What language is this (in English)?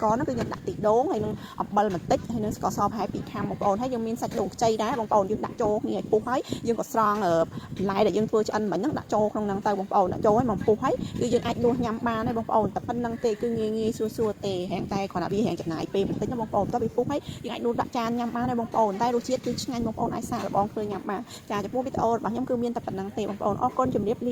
Khmer